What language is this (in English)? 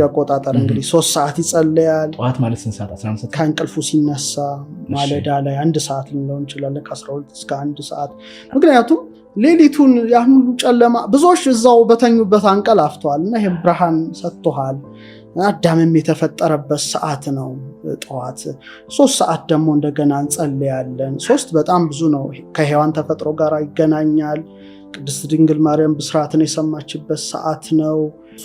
Amharic